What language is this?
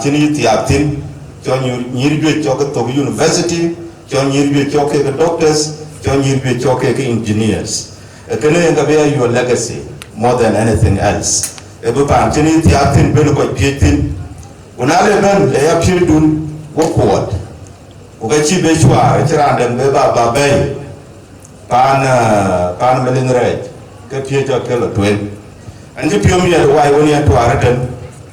Dinka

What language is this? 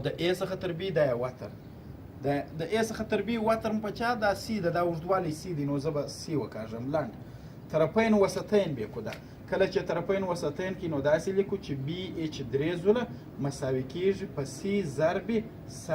Pashto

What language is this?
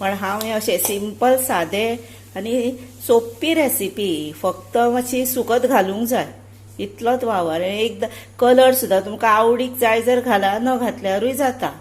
Konkani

